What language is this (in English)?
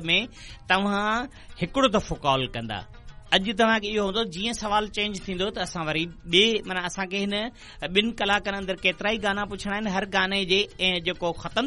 Sindhi